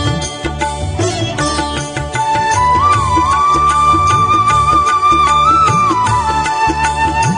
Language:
Telugu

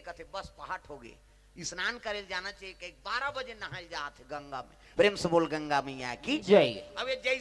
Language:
Chhattisgarhi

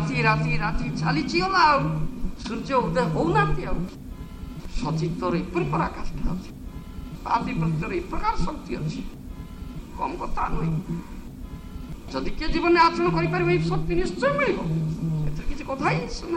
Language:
Odia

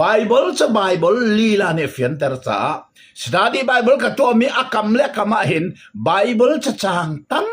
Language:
Hakha Chin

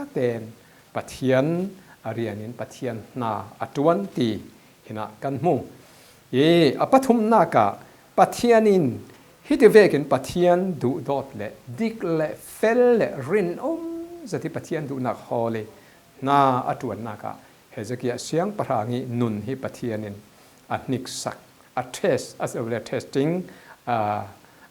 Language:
Falam Chin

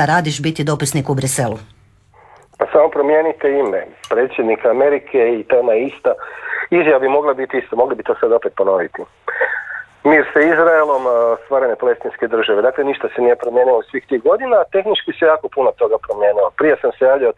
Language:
Croatian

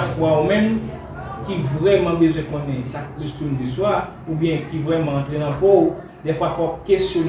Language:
Haitian Creole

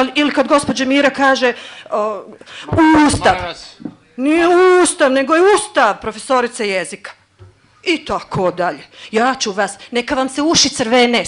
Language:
Bosnian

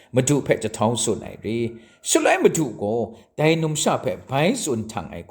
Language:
Kachin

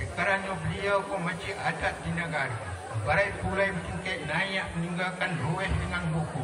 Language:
Minangkabau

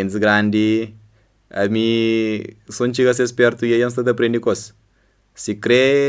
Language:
Kabuverdianu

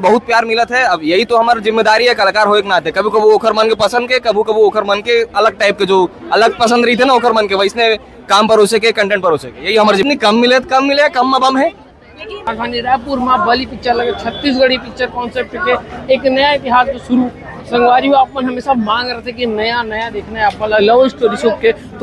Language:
Chhattisgarhi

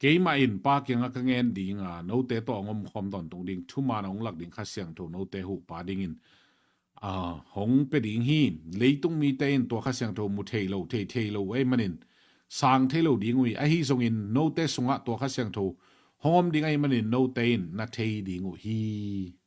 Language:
Tedim Chin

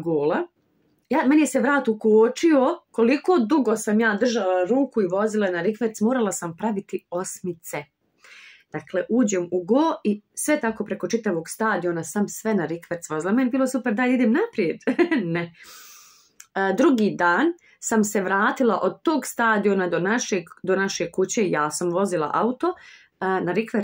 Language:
Bosnian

